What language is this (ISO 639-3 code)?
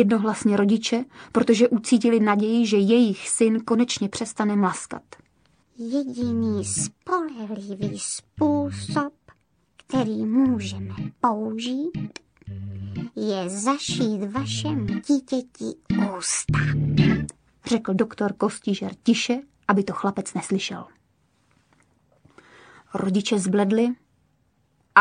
ces